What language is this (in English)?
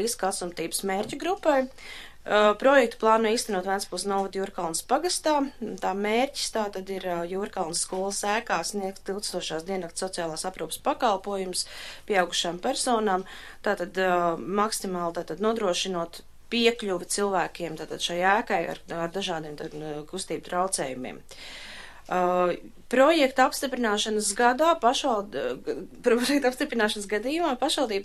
Latvian